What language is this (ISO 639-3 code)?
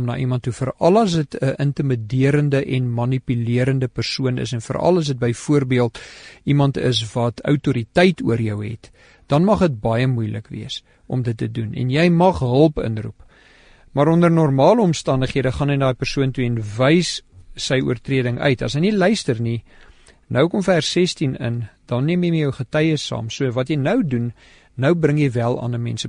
afr